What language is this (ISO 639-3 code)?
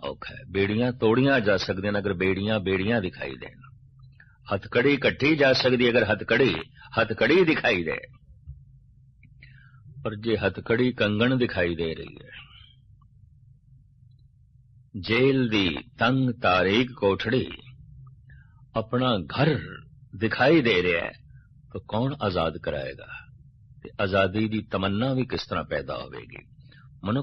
pan